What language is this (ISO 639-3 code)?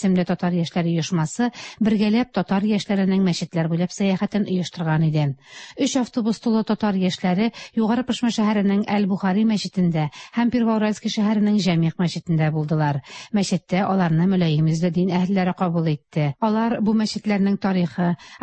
tat